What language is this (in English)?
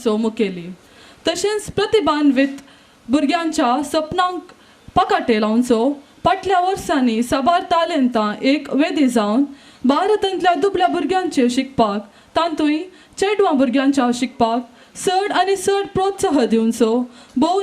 Konkani